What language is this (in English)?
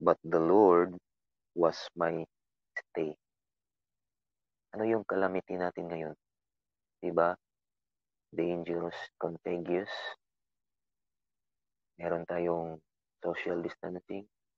Filipino